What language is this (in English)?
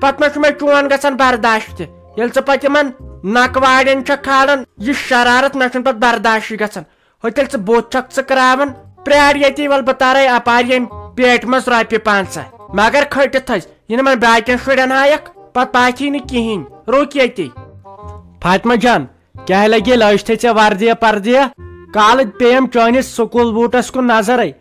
Kashmiri